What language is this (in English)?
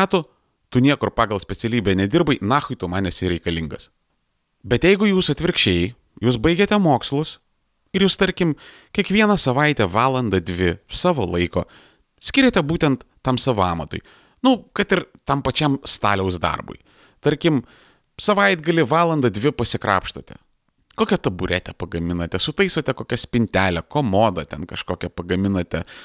Lithuanian